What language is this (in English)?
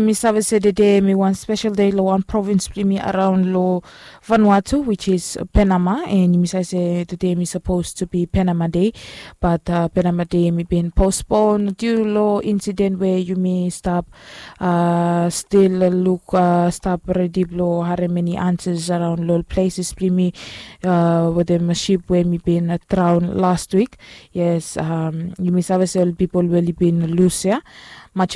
Bislama